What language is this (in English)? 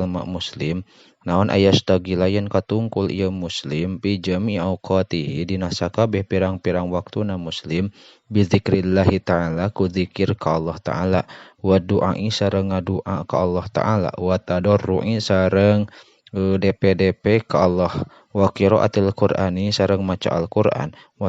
Sundanese